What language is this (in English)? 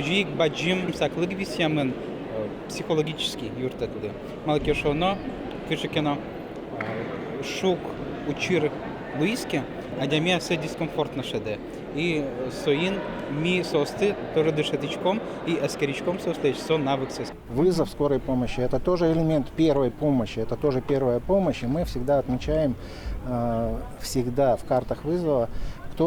Udmurt